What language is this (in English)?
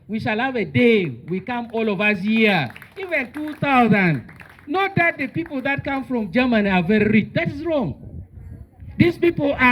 Acoli